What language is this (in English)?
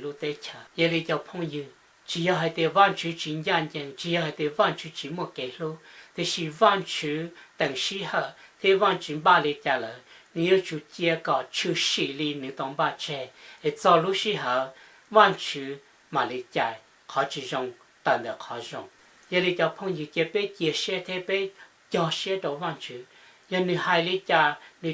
Hmong